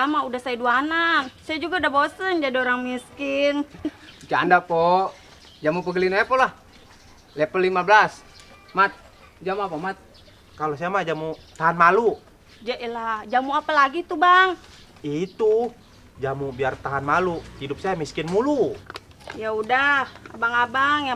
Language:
Betawi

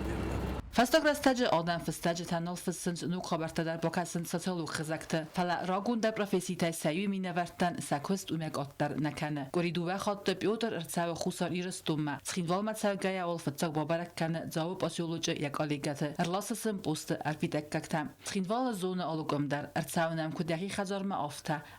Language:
Ossetic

